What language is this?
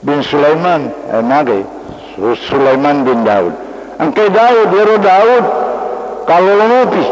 Buginese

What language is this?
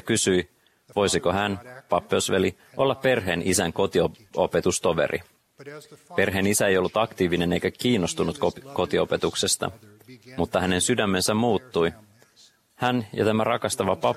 Finnish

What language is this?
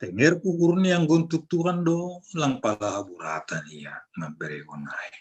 Batak Simalungun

